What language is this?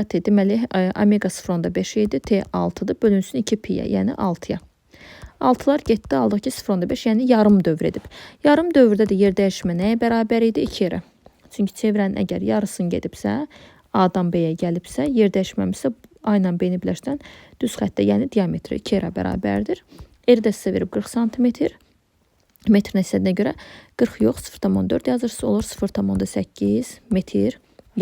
Azerbaijani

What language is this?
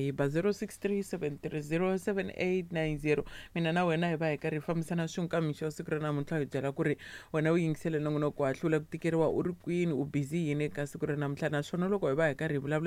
Tsonga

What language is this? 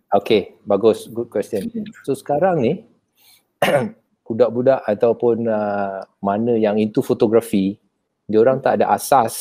Malay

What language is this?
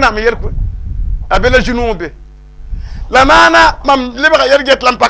Mossi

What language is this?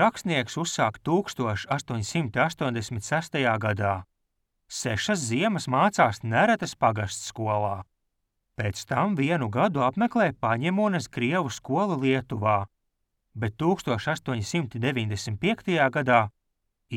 Latvian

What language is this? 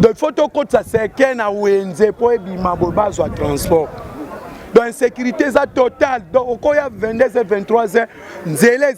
Lingala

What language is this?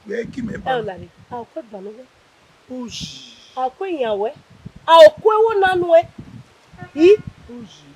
Bini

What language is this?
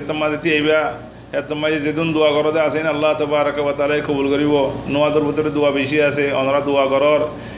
Rohingya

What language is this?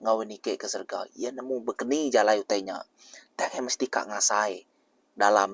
Iban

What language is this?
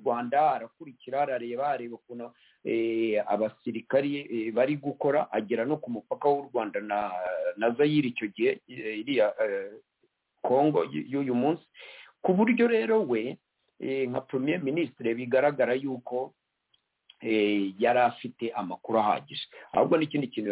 Kinyarwanda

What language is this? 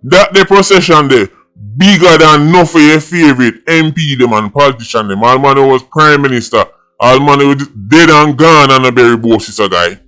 Jamaican Creole English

